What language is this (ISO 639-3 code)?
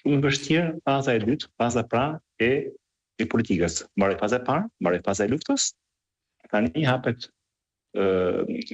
sqi